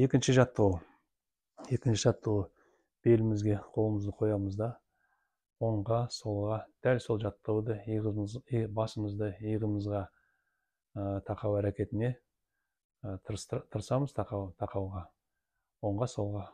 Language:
Kazakh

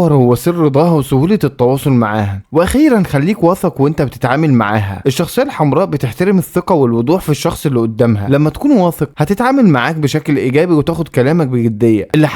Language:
Egyptian Arabic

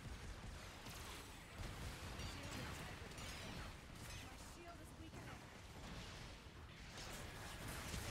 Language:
English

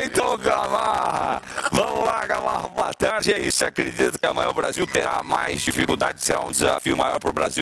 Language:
Portuguese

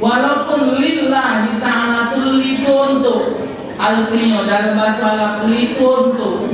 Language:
Musi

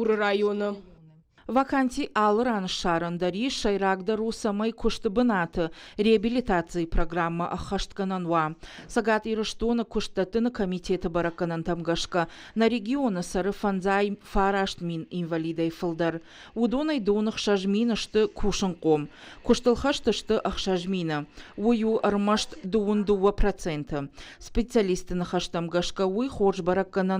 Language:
Ossetic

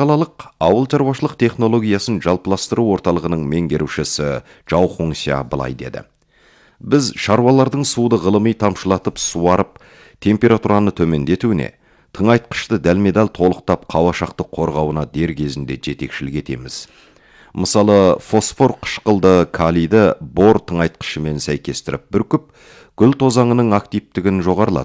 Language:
Kazakh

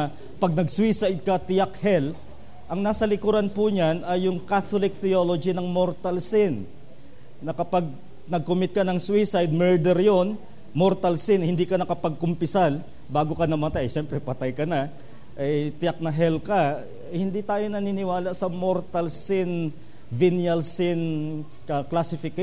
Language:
Filipino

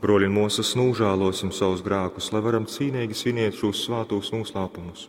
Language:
Latgalian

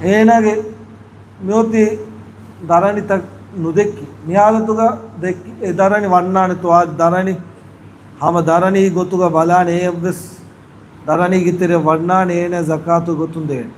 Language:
Divehi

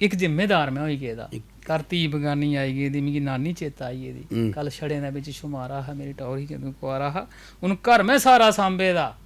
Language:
Dogri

